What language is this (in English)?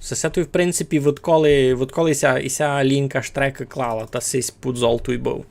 Rusyn